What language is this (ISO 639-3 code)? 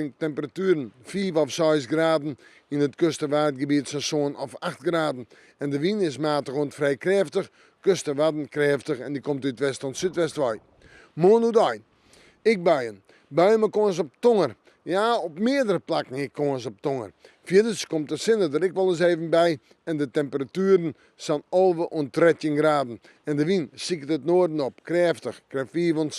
fry